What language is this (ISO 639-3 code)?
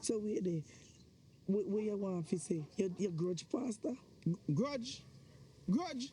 jam